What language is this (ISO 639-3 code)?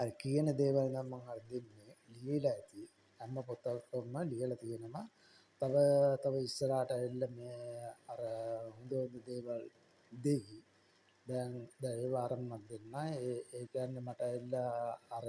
sin